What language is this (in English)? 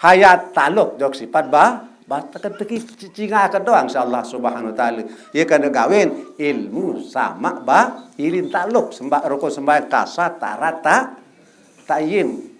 Sasak